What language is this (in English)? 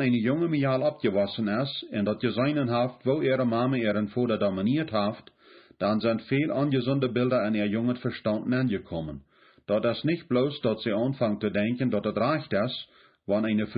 Plautdietsch